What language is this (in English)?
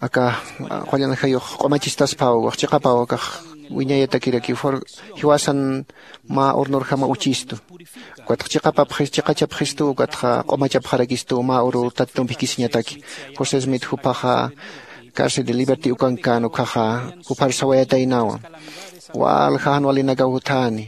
Aymara